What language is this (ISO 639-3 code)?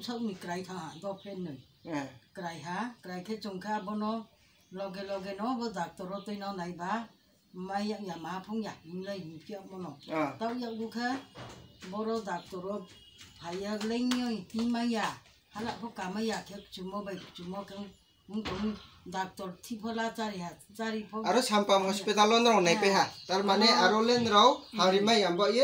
ria